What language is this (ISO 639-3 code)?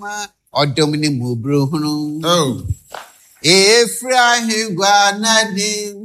aka